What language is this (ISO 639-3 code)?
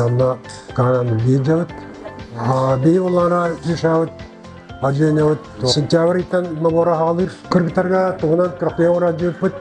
sah